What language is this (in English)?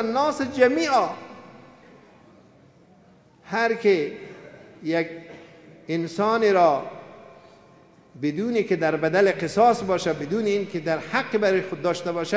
Persian